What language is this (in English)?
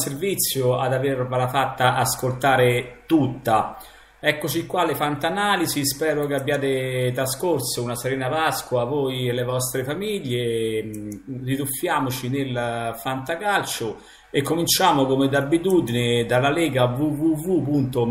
Italian